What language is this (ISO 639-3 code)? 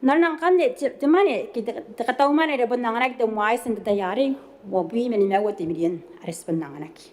gil